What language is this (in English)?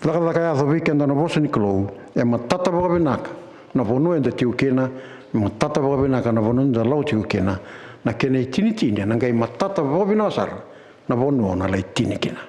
Fijian